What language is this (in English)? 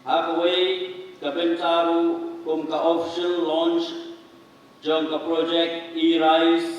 Khasi